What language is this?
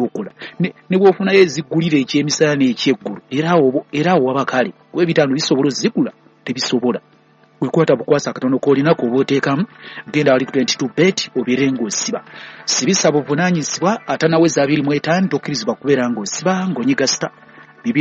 Ganda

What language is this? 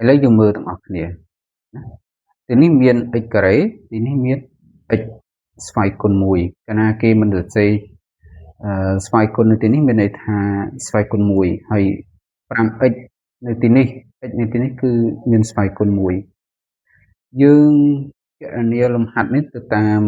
Khmer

